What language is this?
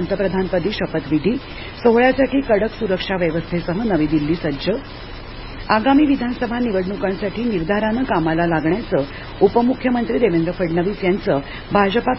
Marathi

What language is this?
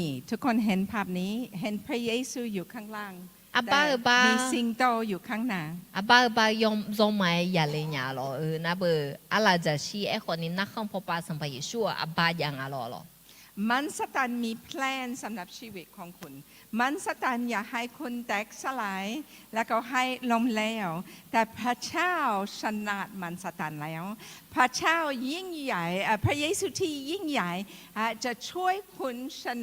Akha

